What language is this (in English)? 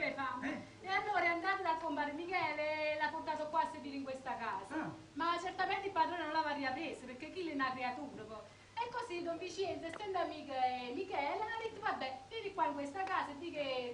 Neapolitan